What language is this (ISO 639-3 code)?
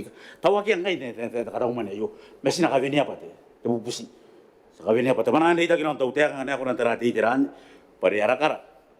gil